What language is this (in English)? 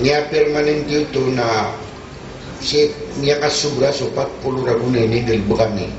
Maranao